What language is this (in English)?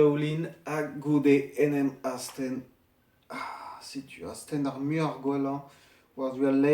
Breton